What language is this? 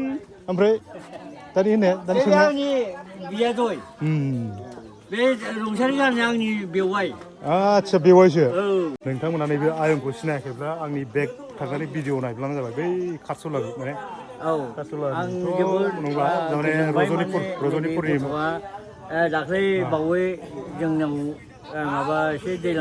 Bodo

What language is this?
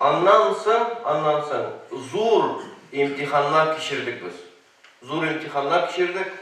Tatar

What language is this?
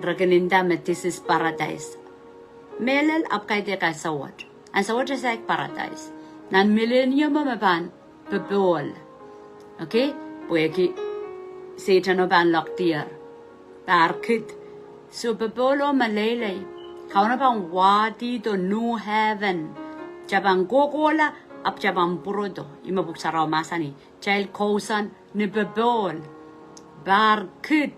Pohnpeian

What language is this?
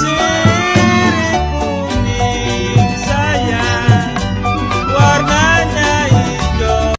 Betawi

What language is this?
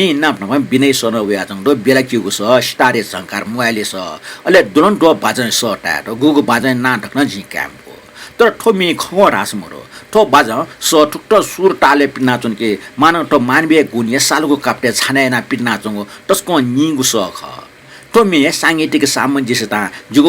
Newari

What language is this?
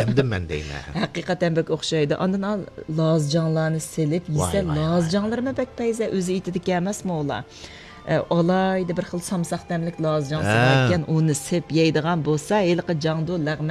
Uyghur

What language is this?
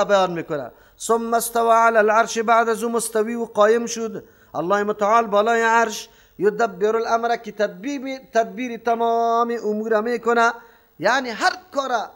Persian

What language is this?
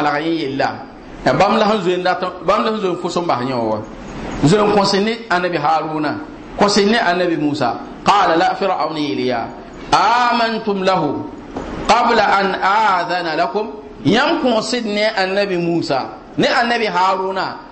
Mossi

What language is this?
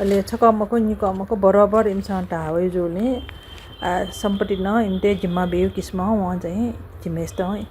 Newari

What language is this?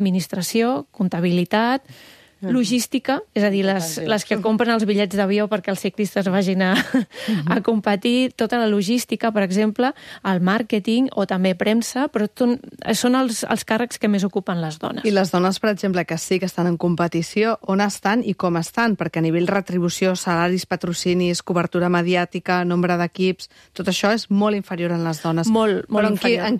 Catalan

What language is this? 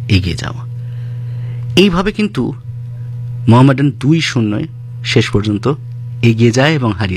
Bangla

